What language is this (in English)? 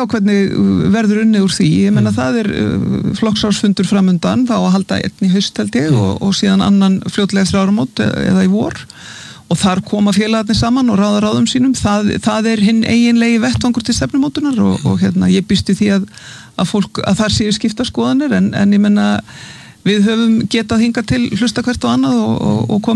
Icelandic